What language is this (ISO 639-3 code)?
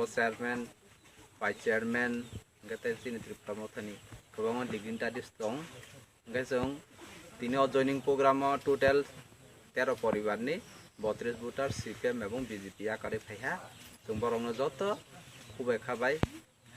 trp